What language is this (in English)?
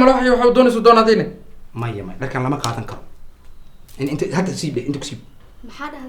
Somali